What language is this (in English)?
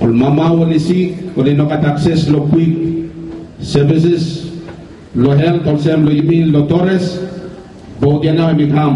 Bislama